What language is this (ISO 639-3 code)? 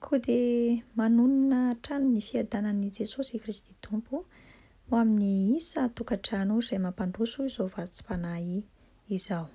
mlg